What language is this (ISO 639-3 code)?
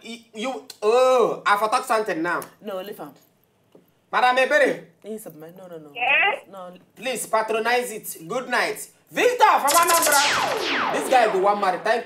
pcm